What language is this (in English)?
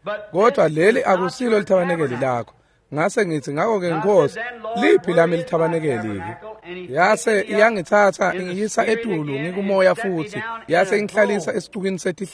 Swati